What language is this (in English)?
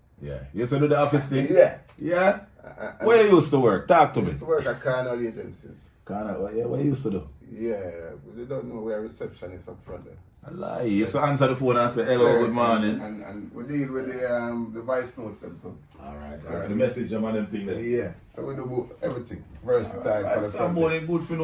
Jamaican Creole English